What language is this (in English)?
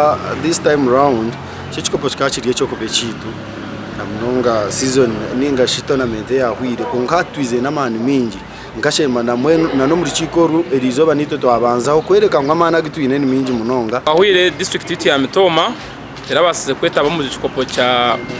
Nyankole